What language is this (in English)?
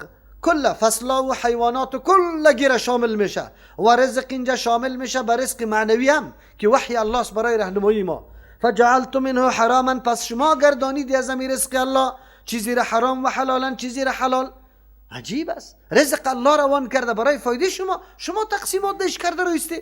Persian